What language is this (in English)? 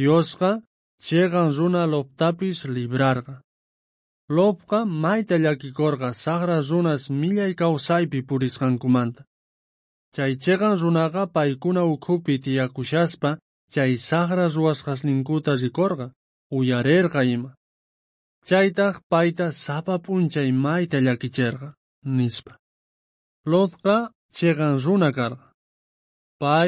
South Bolivian Quechua